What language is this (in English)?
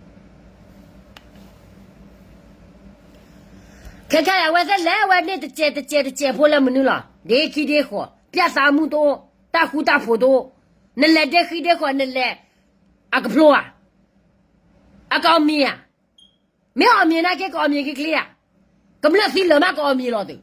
S'gaw Karen